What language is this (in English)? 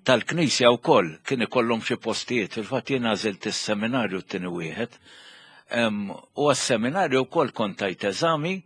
Maltese